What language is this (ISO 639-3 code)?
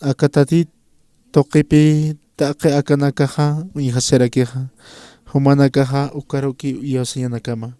aym